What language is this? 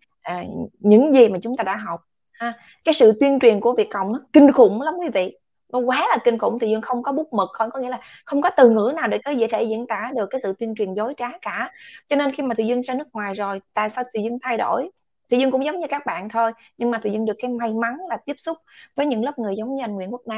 Vietnamese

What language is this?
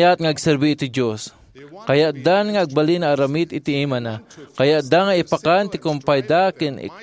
Iloko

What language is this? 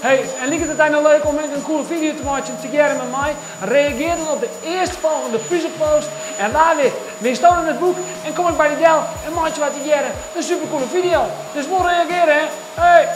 Western Frisian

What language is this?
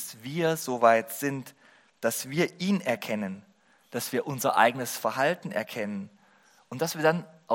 German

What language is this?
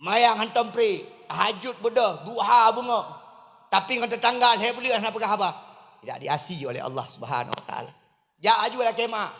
Achinese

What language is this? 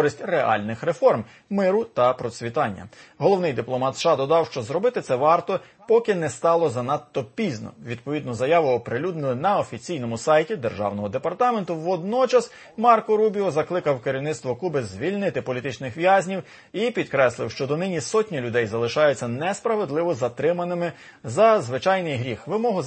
Ukrainian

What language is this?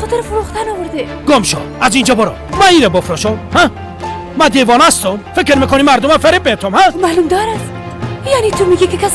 Persian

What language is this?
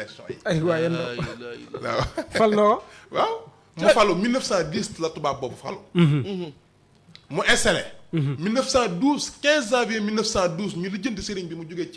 Wolof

